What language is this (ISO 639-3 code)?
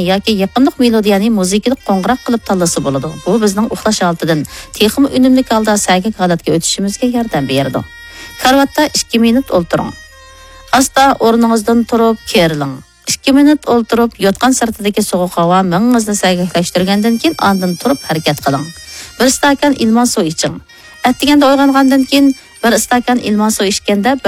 uig